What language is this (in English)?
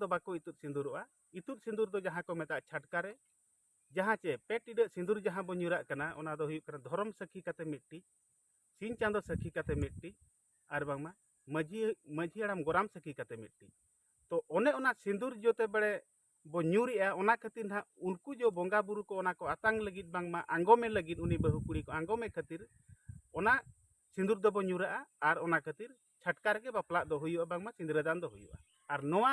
Santali